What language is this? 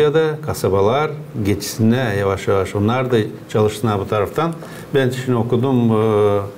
Gagauz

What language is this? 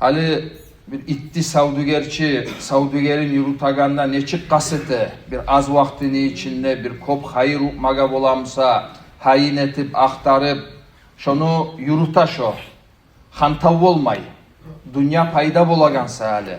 Kumyk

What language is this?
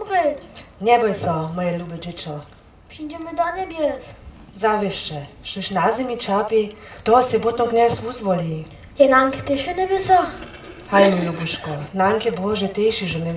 Upper Sorbian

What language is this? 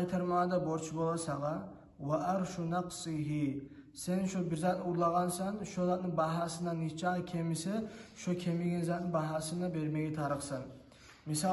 Kumyk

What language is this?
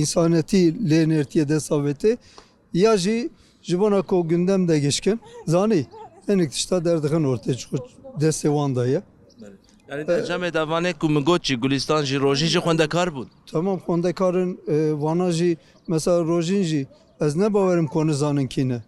Kurdish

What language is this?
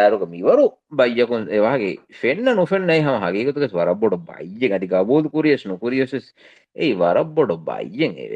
Divehi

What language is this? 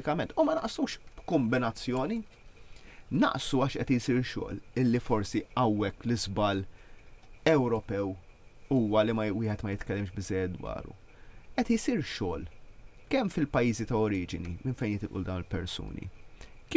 Maltese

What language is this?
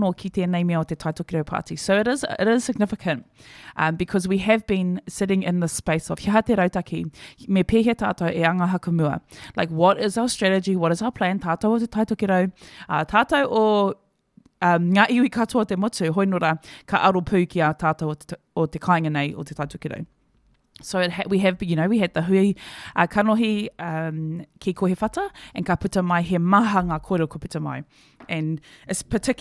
Māori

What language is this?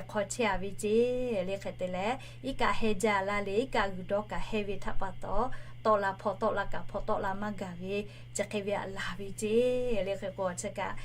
Lahu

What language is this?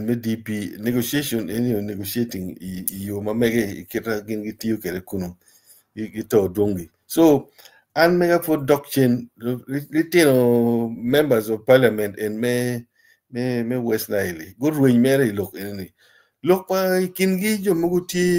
Acoli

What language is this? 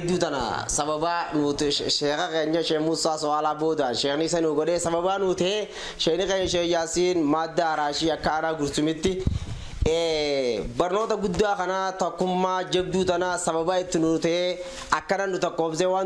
Oromo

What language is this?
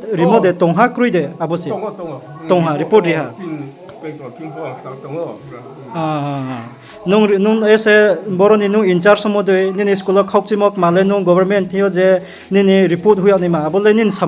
Riang (India)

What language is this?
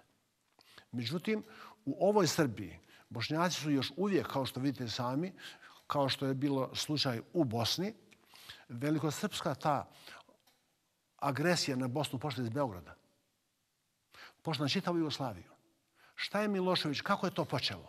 Bosnian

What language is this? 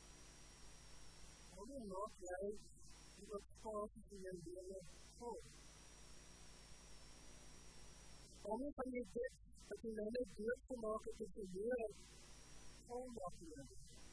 Afrikaans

